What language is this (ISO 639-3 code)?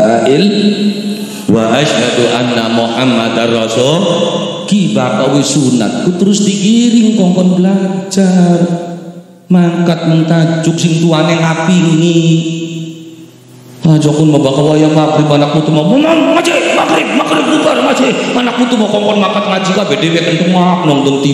jav